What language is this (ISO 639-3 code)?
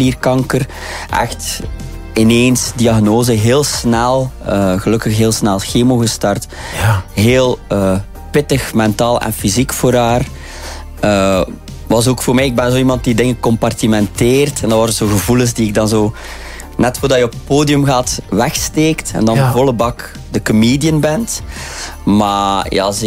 nld